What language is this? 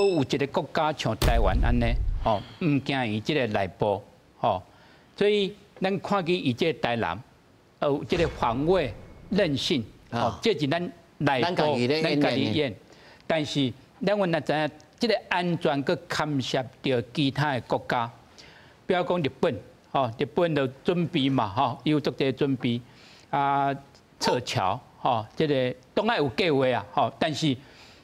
Min Nan Chinese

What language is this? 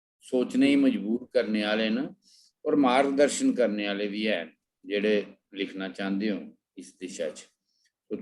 Dogri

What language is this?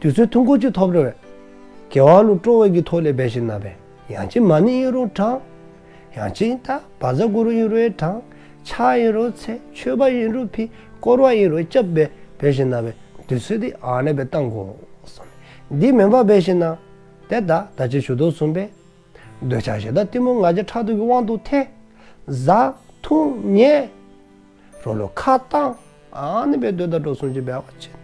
Dzongkha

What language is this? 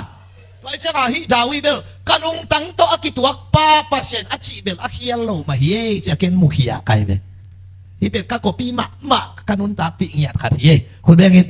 Tedim Chin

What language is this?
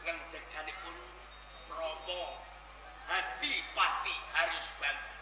Javanese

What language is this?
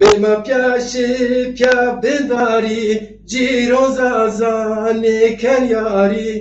Zaza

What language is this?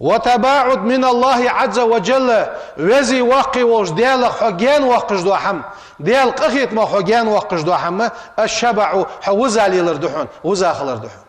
Ingush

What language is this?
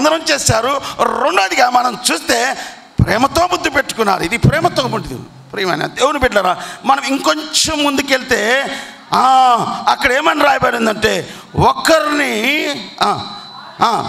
Telugu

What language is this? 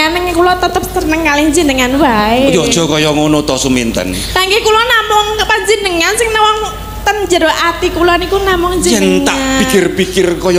Javanese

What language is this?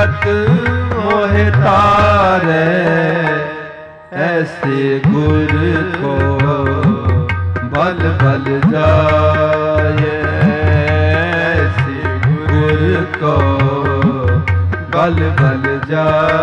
Punjabi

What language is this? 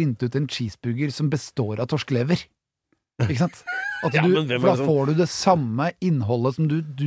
Norwegian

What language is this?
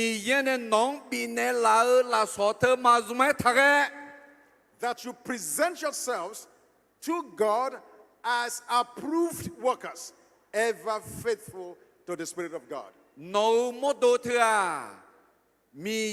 Akha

